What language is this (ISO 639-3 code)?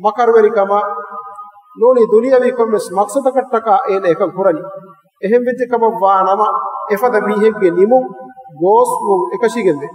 div